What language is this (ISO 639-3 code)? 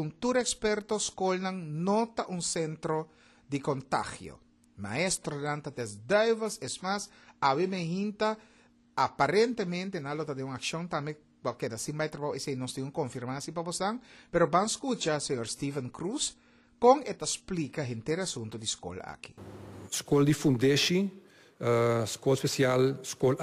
pap